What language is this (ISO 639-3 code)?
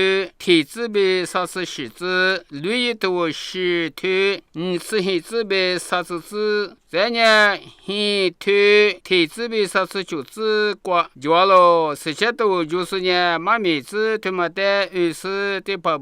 lis